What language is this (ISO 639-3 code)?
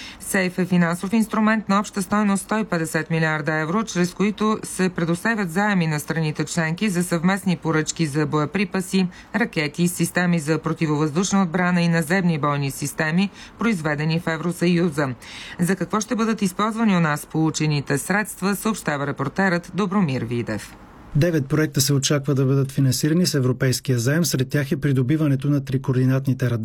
bul